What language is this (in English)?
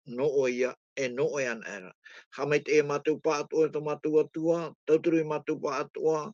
Tahitian